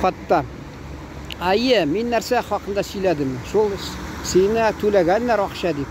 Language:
Tatar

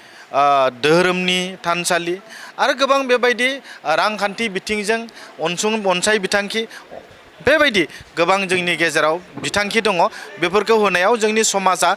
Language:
Bodo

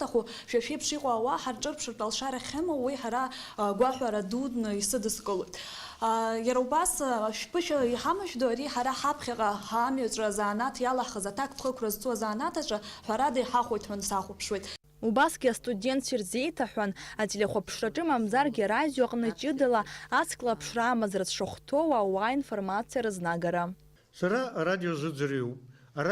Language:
Abkhazian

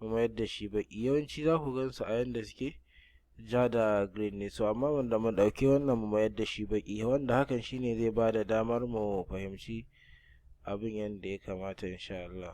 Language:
Hausa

